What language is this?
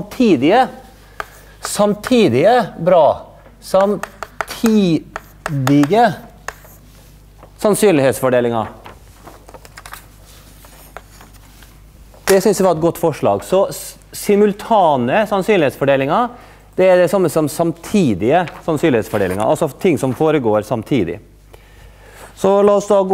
Norwegian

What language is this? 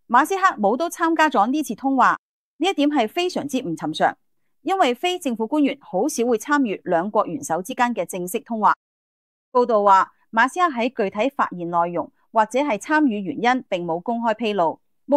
Cantonese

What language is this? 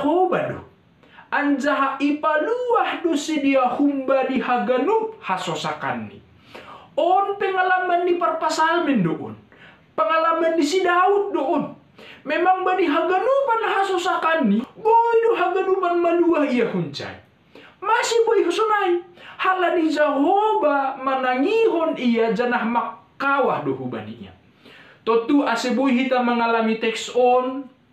Batak Simalungun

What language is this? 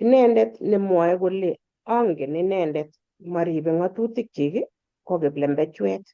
Kalenjin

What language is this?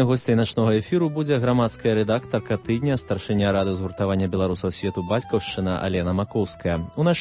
Belarusian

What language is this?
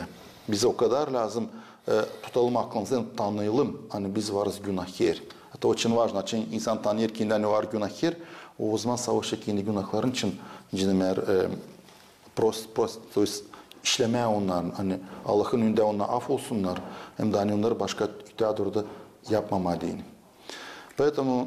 Gagauz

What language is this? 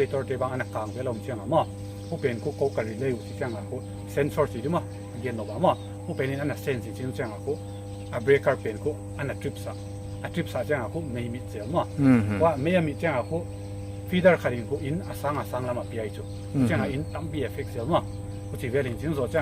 Paite Chin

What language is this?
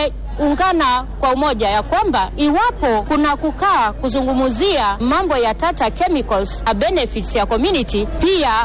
Swahili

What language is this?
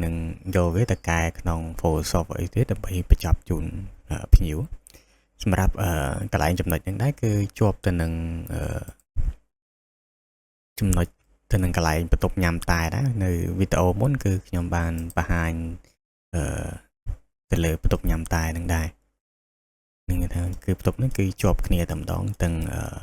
Khmer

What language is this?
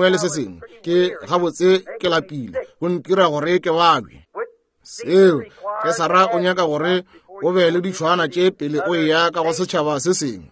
Northern Sotho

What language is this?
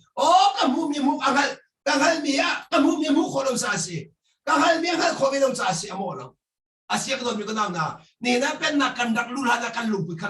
Hakha Chin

